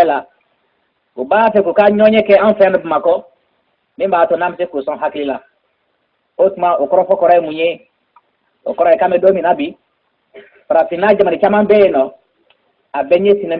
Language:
Bambara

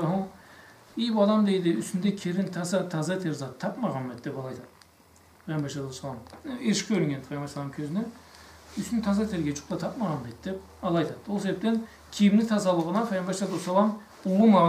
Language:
Karachay-Balkar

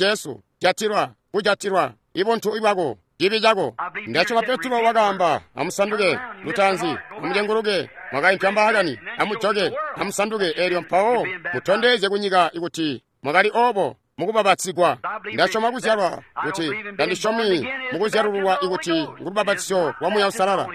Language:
Tonga (Zambia)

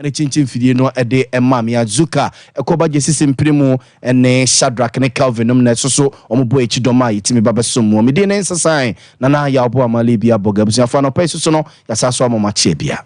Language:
Akan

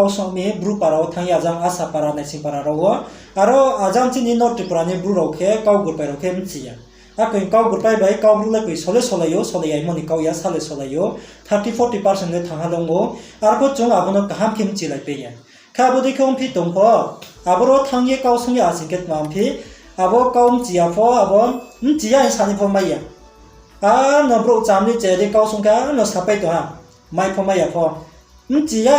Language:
Riang (India)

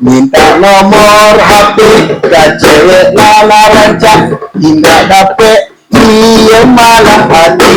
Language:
Minangkabau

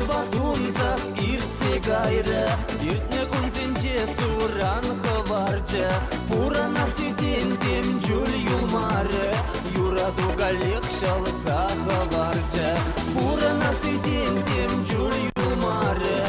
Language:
Chuvash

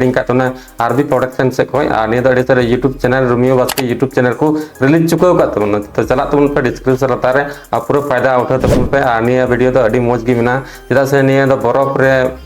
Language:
Santali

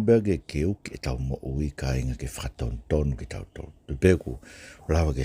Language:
Tongan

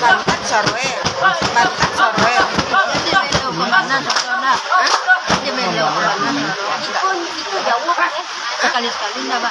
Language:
Minangkabau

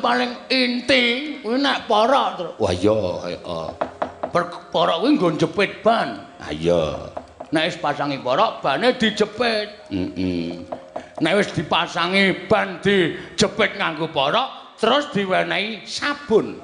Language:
Javanese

